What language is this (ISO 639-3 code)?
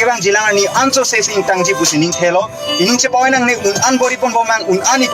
mjw